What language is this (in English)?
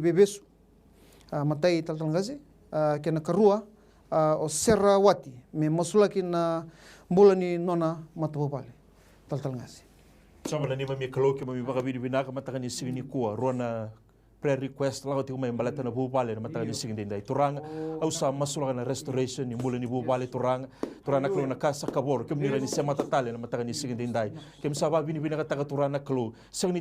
Fijian